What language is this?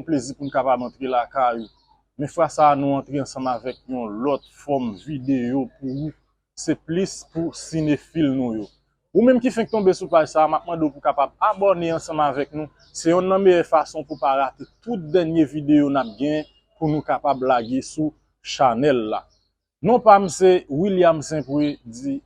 Haitian Creole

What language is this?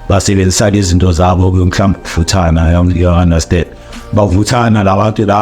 Zulu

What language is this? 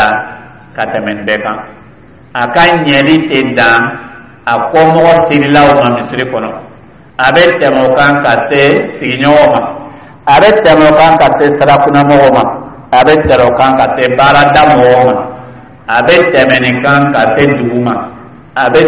Dyula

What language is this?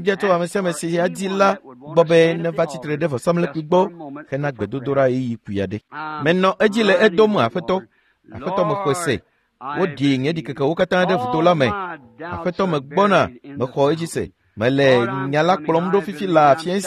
Ewe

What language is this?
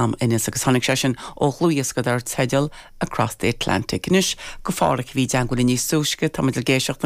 Irish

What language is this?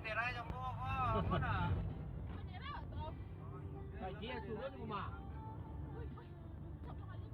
Minangkabau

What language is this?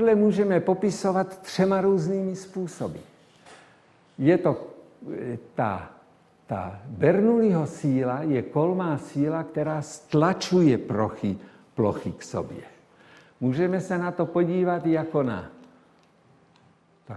Czech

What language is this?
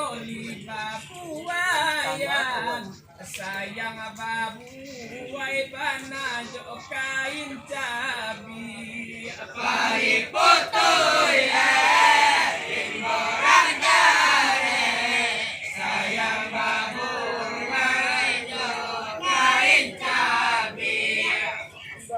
Minangkabau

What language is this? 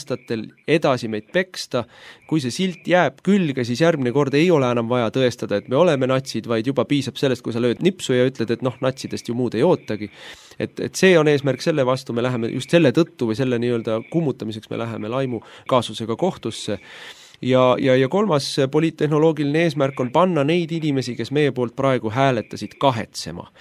Estonian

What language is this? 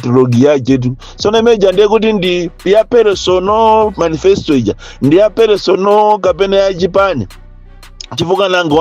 Nyanja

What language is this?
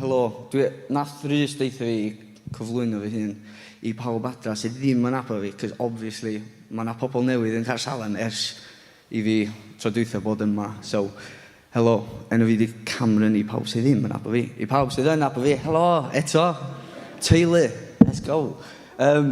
Welsh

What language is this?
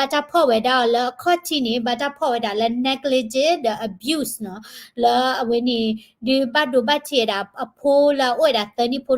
S'gaw Karen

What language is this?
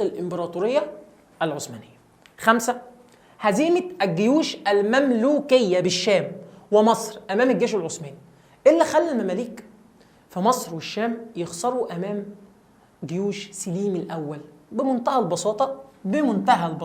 Egyptian Arabic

